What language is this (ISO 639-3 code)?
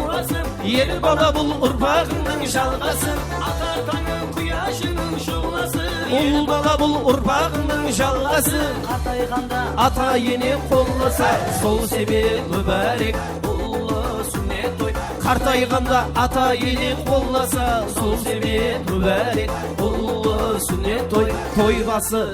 kaa